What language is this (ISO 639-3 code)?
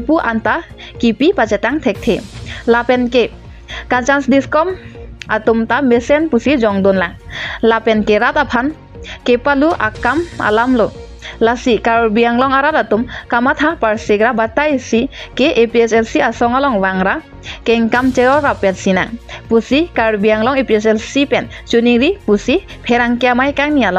mjw